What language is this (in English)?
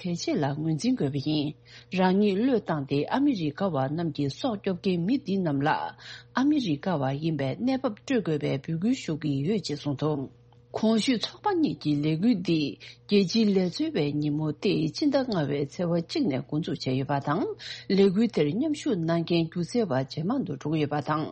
Tibetan